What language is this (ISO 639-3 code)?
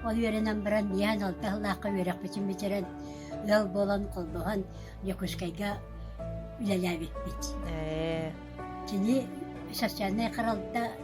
sah